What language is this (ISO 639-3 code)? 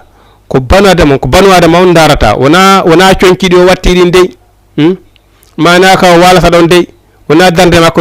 ful